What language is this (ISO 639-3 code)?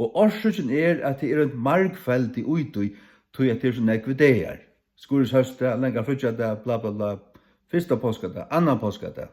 fao